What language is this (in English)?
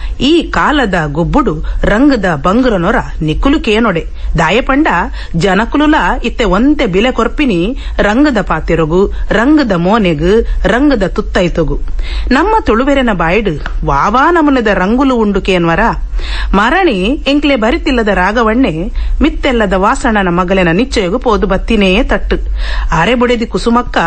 Tulu